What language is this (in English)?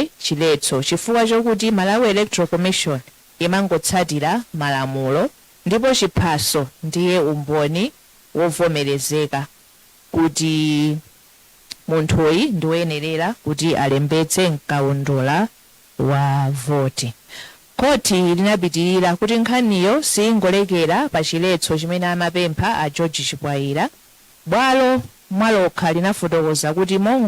Nyanja